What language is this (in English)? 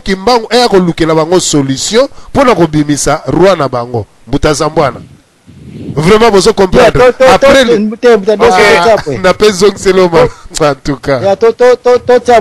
Lingala